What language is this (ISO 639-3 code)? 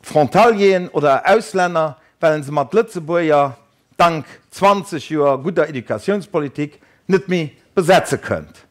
ltz